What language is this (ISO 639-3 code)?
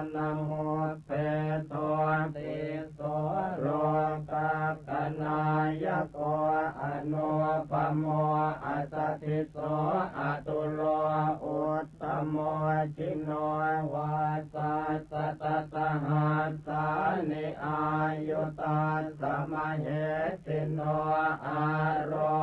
pli